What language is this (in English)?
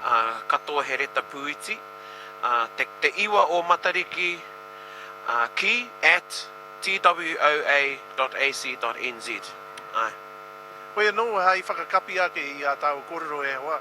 Māori